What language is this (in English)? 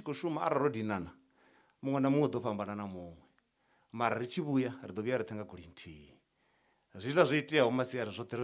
Venda